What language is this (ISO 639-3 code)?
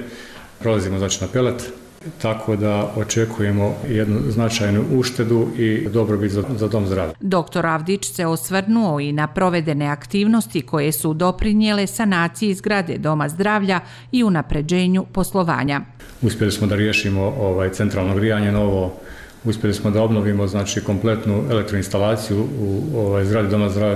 bos